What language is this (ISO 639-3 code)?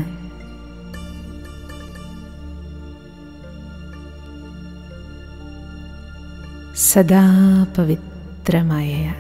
mal